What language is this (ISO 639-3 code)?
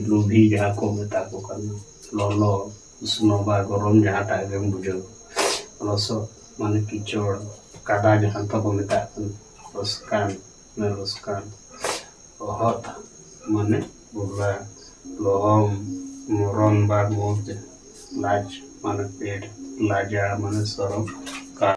sat